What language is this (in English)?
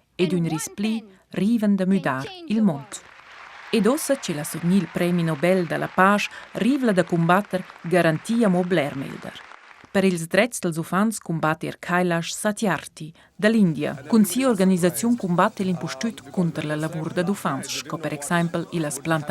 Romansh